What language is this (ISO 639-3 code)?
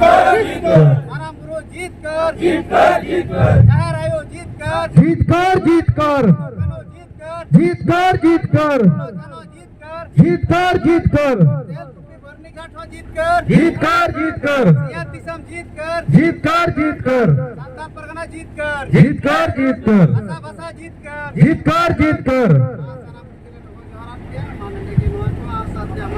sat